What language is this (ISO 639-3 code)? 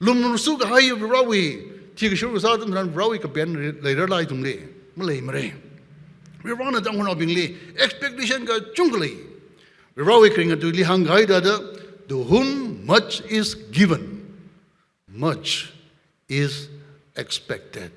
nmf